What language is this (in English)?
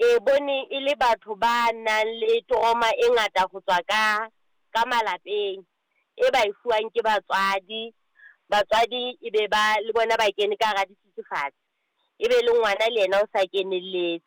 Southern Sotho